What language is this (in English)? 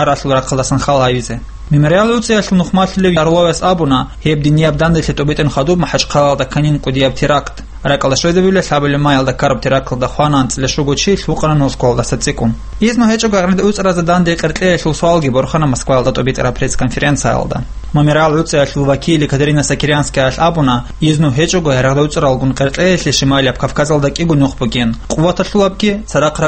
Avaric